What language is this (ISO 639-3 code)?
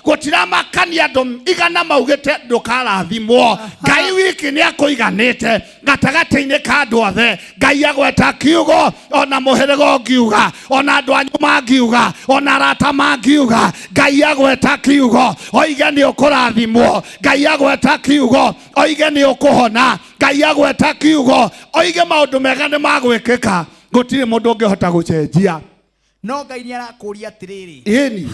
kik